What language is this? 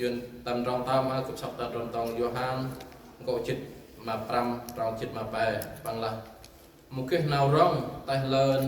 Central Mnong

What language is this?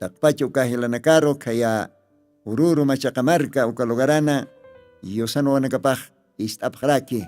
Aymara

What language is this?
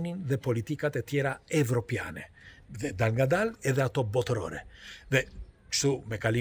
Albanian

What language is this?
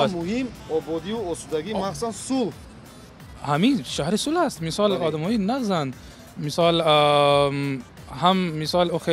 Tajik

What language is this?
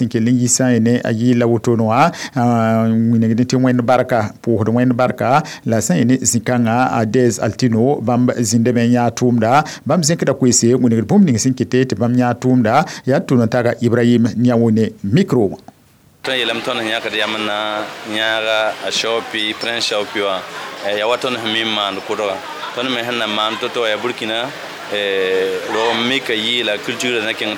Mossi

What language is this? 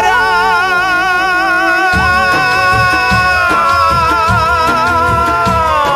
Telugu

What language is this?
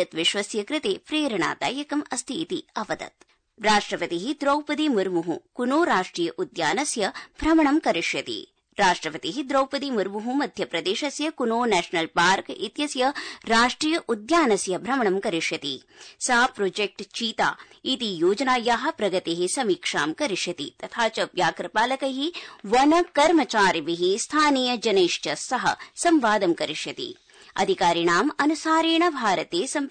Sanskrit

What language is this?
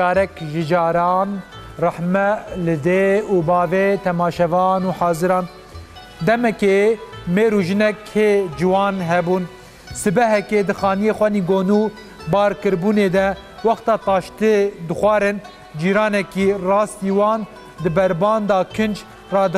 Kurdish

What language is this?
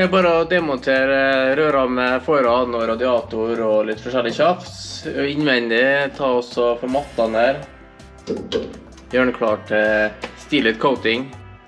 Norwegian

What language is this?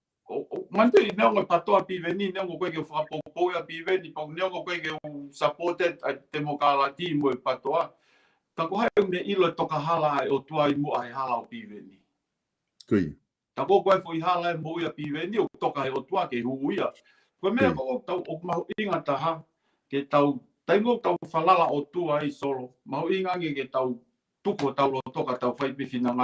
Tongan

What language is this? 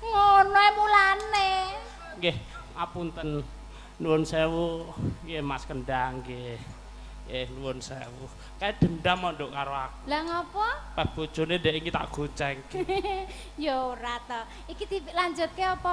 Javanese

